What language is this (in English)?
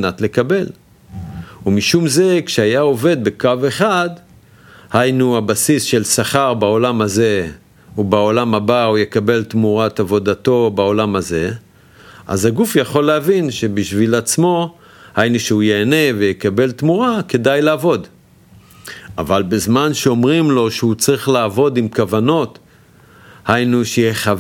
Hebrew